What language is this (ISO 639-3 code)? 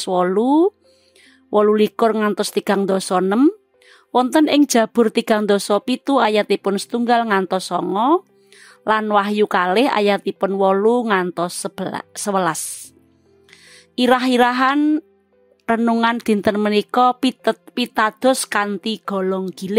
jav